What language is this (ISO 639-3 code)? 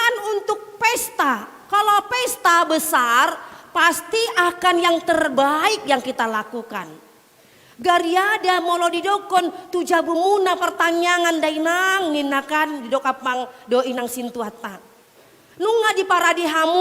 bbc